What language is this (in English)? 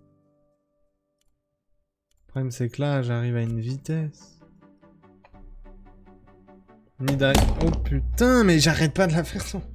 French